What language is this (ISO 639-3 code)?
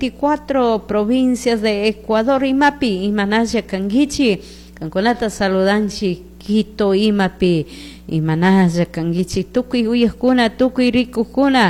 qug